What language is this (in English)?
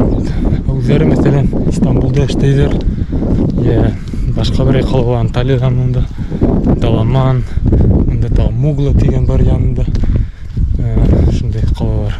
Bashkir